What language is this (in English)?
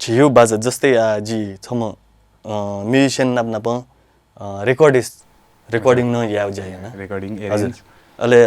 Newari